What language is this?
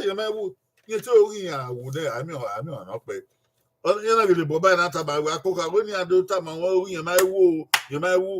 Bini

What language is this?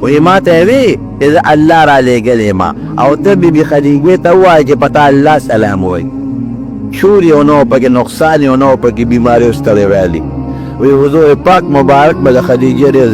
Pashto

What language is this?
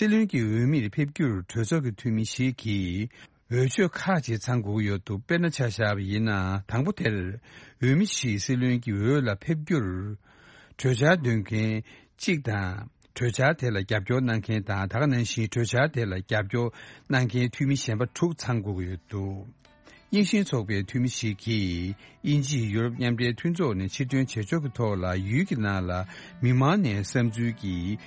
Tibetan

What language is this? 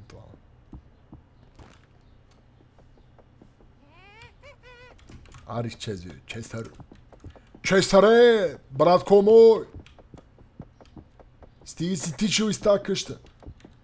Bulgarian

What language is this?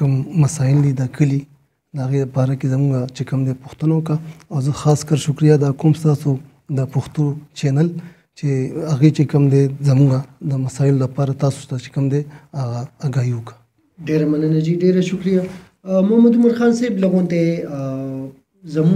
Pashto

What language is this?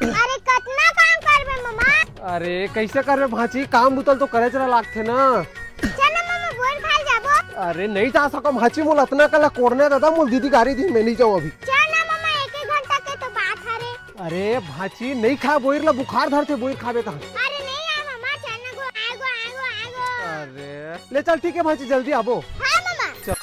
Chhattisgarhi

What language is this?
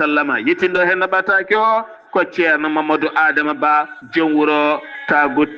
Fula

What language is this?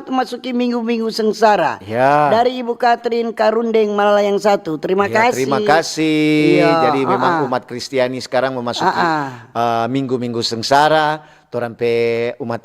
Manado Malay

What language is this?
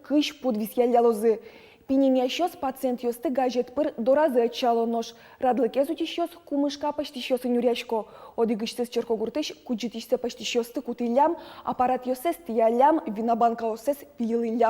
Udmurt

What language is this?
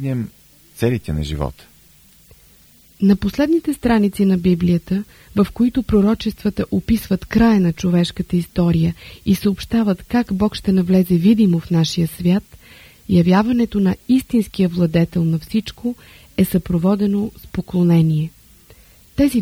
Bulgarian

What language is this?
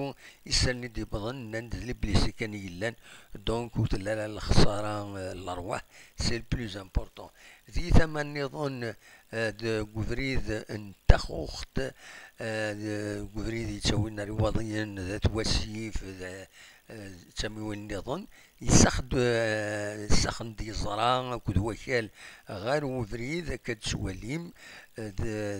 Kabyle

